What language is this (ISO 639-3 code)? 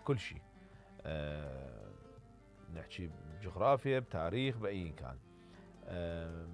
acm